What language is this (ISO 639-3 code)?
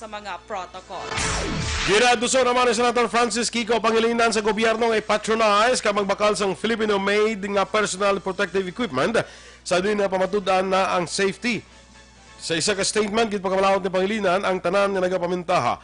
hil